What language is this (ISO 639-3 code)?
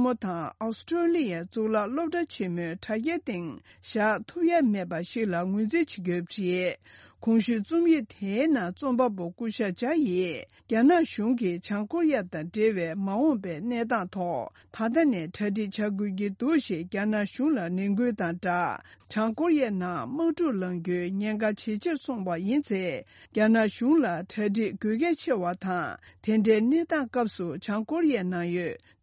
bod